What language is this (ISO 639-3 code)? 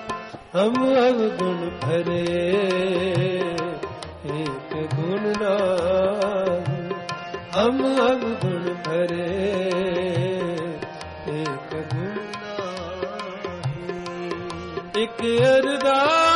pan